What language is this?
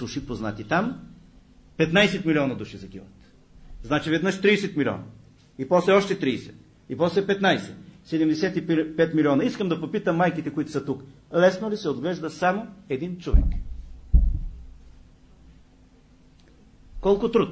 Bulgarian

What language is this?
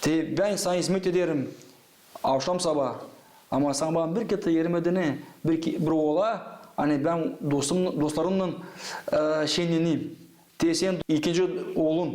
Gagauz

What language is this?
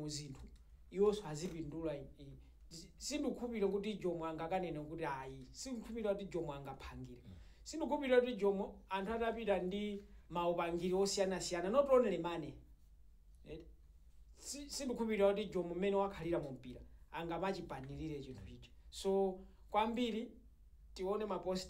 Nyanja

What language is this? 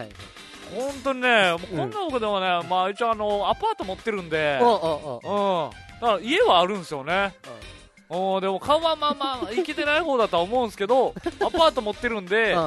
Japanese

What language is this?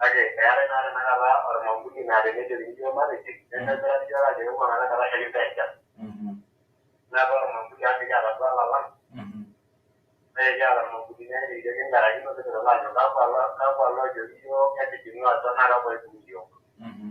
Masai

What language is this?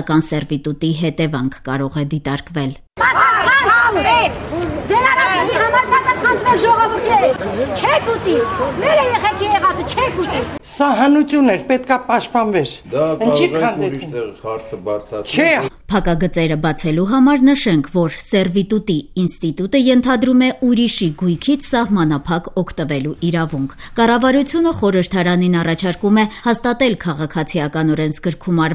Armenian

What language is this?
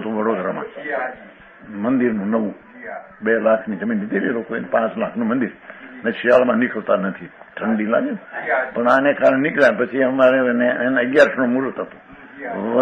Gujarati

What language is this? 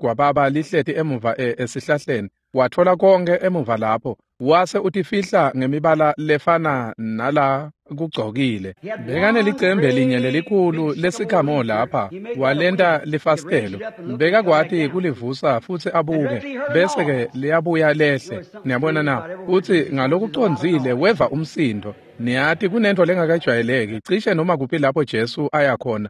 Swati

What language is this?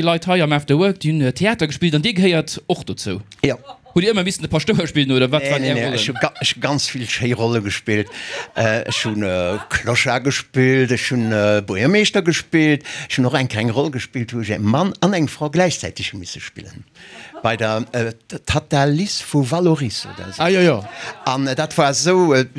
Luxembourgish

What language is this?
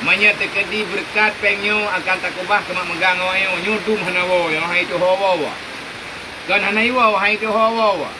Achinese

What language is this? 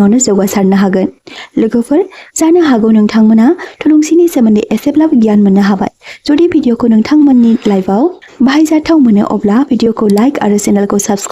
Bodo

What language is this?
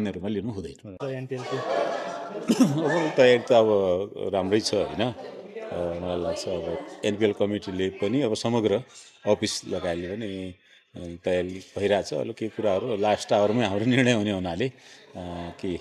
Nepali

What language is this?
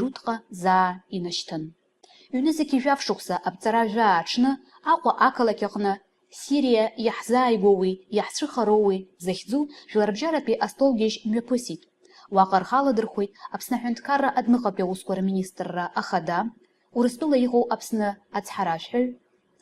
Abkhazian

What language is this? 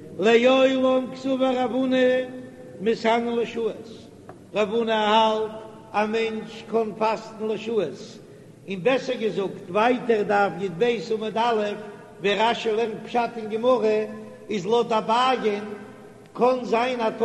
Yiddish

